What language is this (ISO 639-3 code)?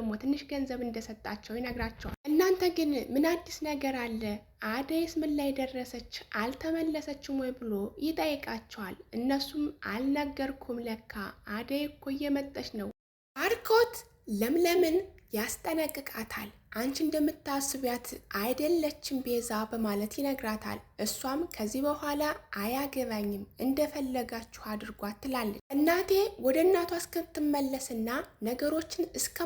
amh